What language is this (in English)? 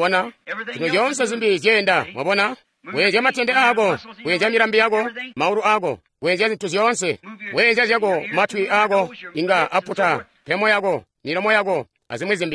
Tonga (Zambia)